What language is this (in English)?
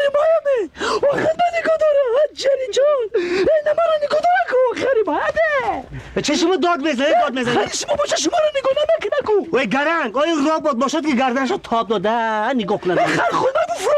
Tajik